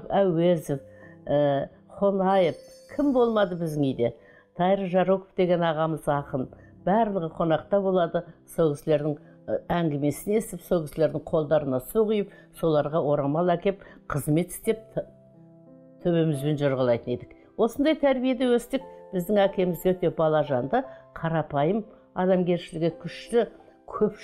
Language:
Kazakh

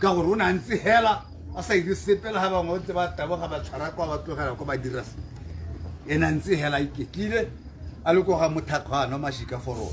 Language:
Tswana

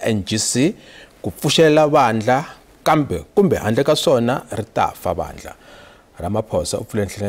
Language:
Tsonga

